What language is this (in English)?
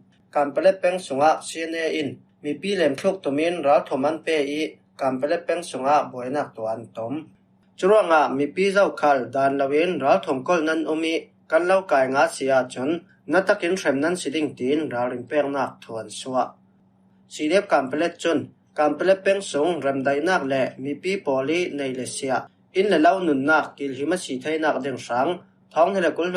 Falam Chin